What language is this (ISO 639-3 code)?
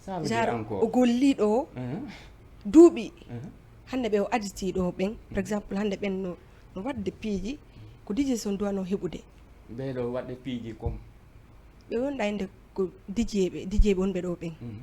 ful